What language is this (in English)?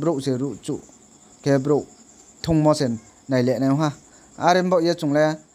Riang (India)